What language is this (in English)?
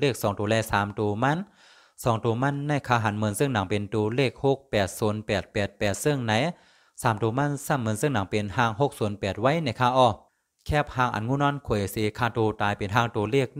Shan